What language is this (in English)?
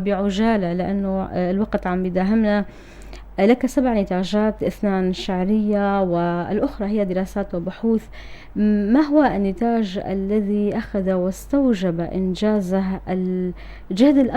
North Levantine Arabic